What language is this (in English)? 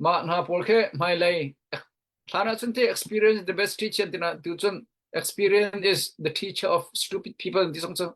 Hakha Chin